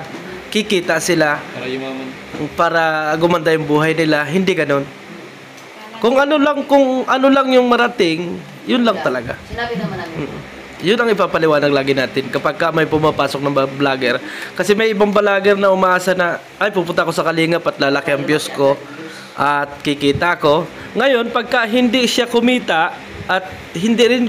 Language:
Filipino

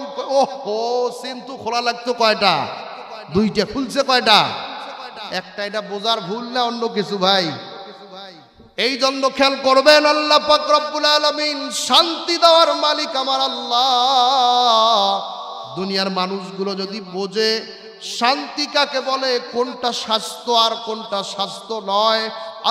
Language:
Bangla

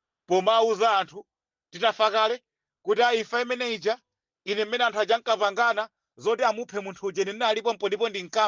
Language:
Nyanja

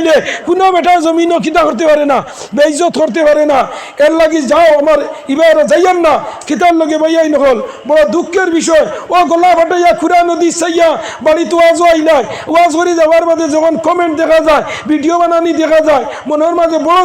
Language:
Sylheti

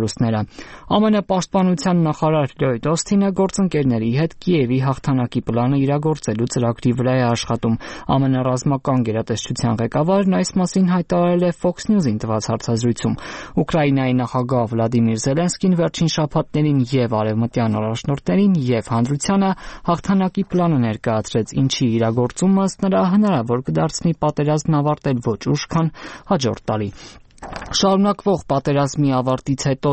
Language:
Armenian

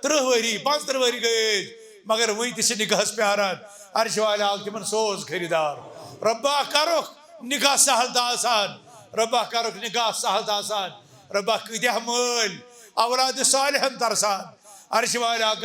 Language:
Kashmiri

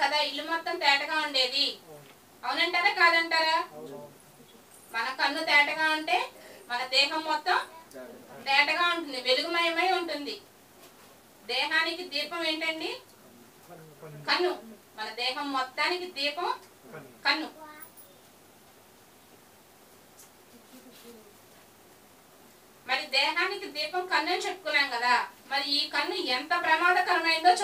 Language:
Telugu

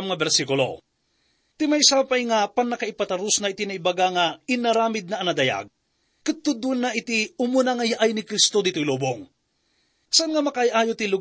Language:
Iloko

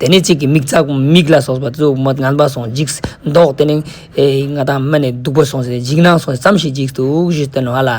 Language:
Ladakhi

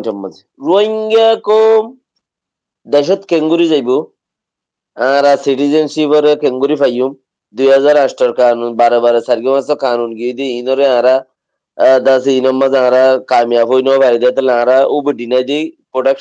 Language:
Rohingya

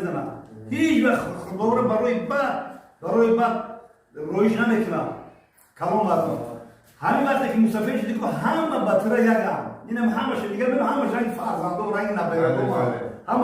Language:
Tajik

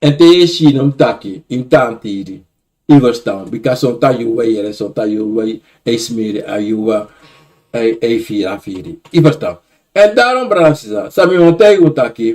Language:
Sranan Tongo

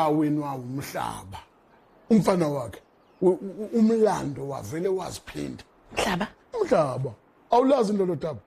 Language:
Zulu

